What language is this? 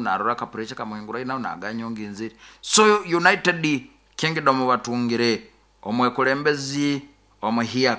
Nyoro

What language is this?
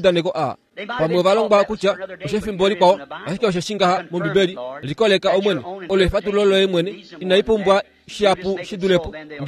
Kuanyama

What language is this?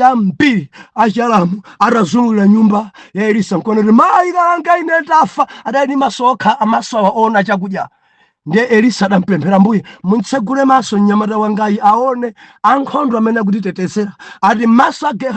Nyanja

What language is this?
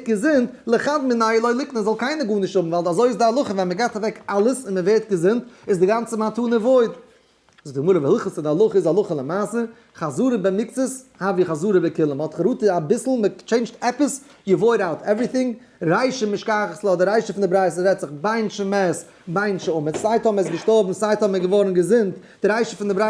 Yiddish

